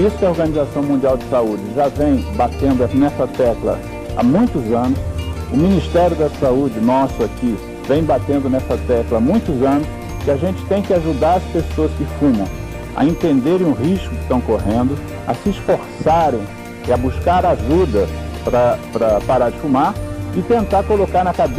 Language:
Portuguese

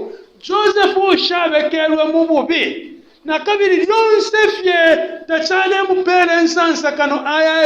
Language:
Bemba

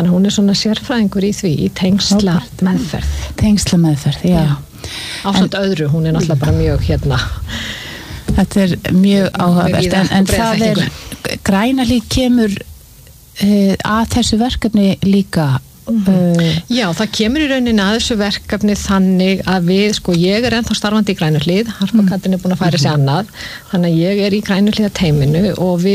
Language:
Icelandic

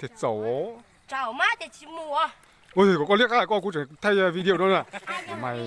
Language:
Hmong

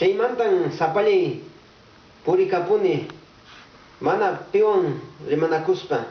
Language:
Quechua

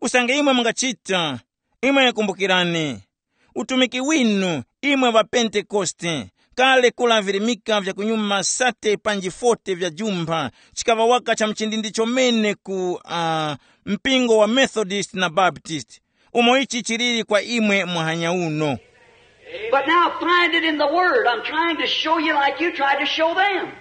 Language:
Tumbuka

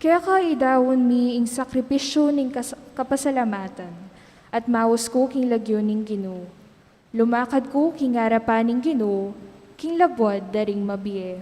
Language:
Pampanga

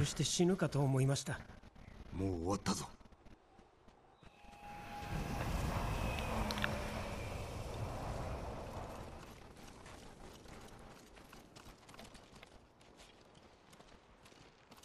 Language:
Japanese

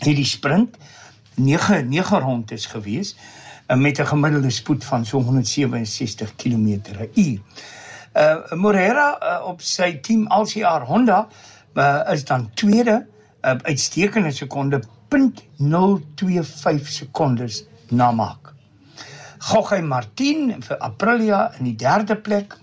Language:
Afrikaans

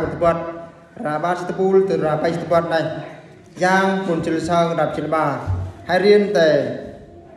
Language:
Eastern Bru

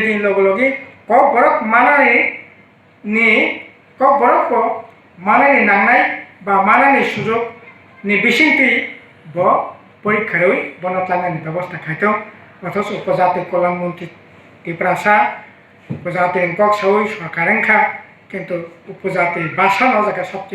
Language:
Kok Borok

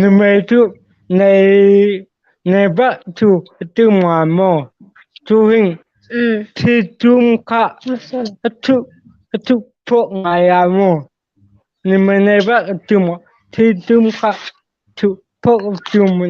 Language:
Hmar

